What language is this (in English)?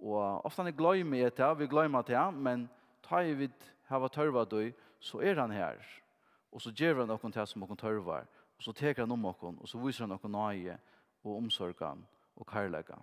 Faroese